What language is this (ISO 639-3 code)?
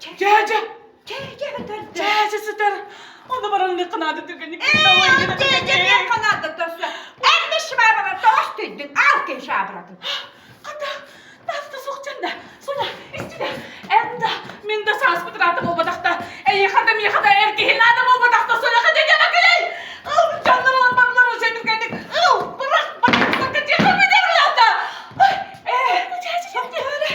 sah